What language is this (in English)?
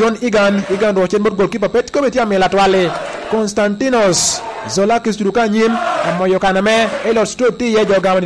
Lango (Uganda)